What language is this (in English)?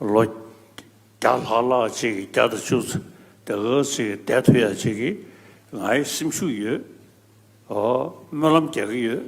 Tibetan